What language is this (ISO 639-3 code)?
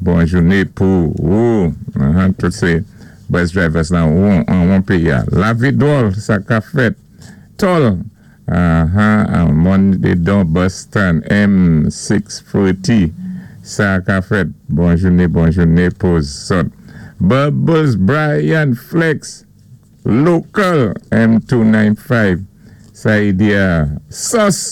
acf